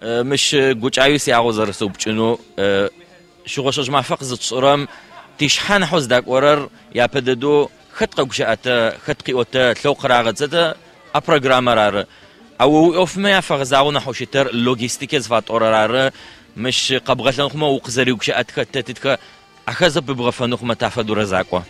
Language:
Adyghe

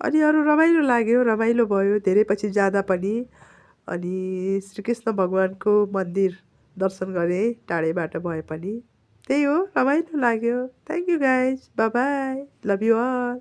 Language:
Nepali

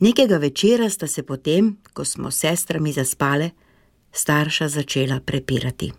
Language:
Slovenian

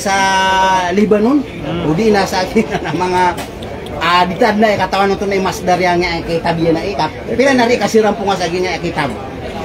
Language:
Maranao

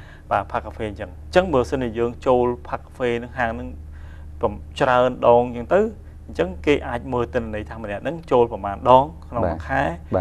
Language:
Khmer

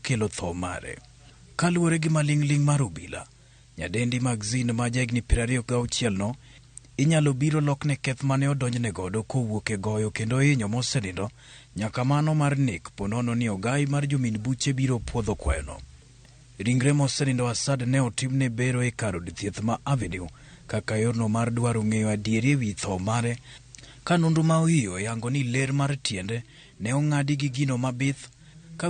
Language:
Luo (Kenya and Tanzania)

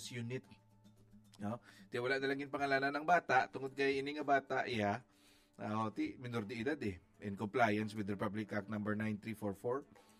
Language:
Hiligaynon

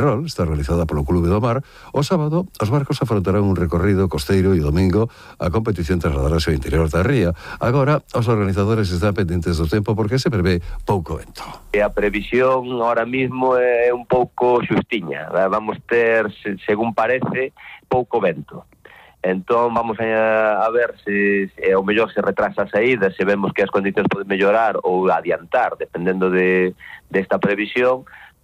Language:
Galician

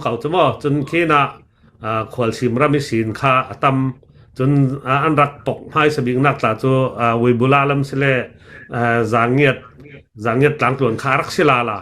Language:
Hakha Chin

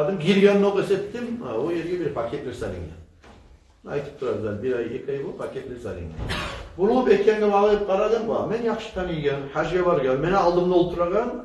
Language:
Kumyk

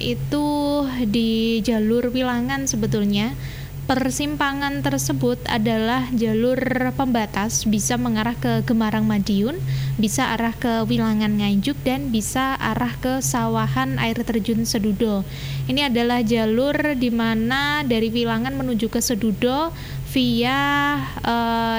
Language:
Indonesian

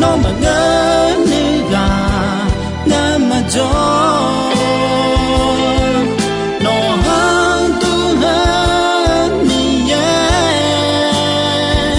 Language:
Akha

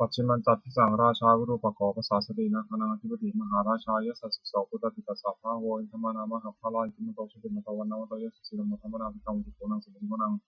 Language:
Pali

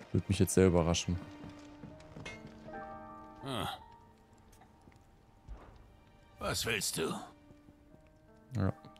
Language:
German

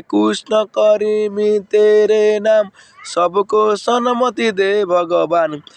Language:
Odia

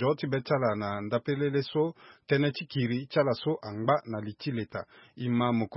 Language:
Sango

